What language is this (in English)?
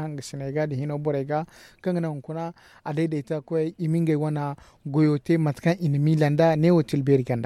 Zarma